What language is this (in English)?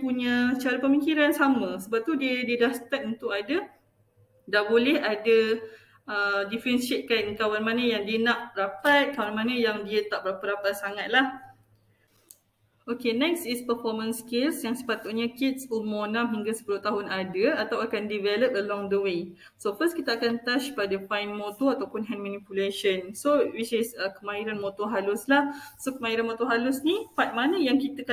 Malay